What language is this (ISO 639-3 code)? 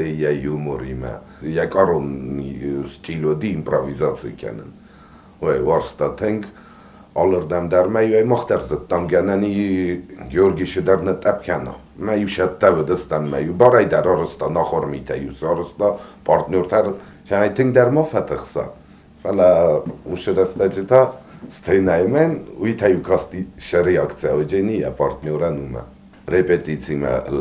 oss